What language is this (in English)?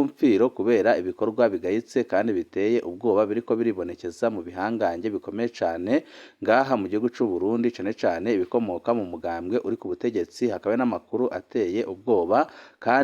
Rundi